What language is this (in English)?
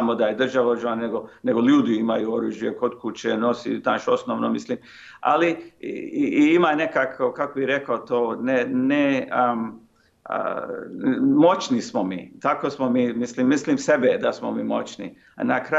Croatian